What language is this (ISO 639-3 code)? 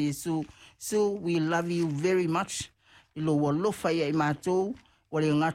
smo